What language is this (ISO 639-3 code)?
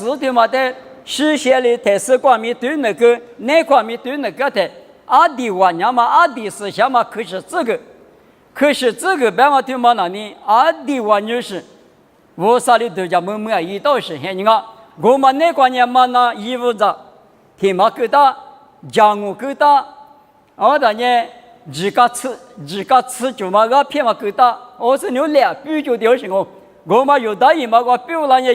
lis